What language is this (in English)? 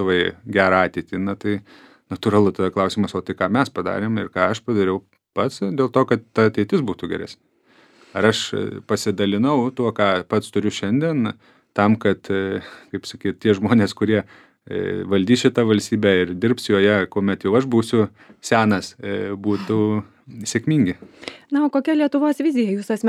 Lithuanian